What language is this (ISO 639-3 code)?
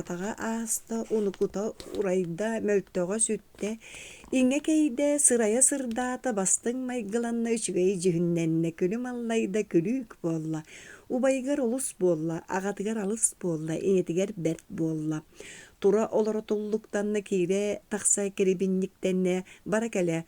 sah